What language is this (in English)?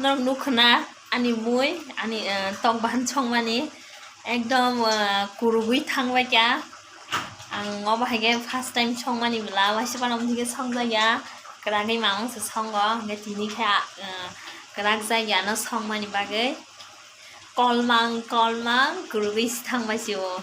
Kok Borok